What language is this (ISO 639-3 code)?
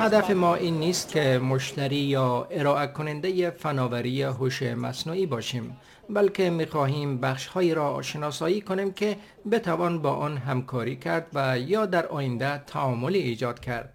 fas